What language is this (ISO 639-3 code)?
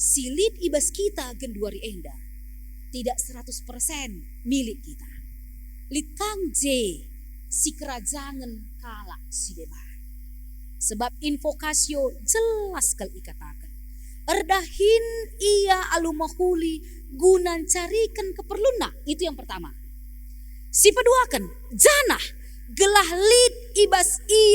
btx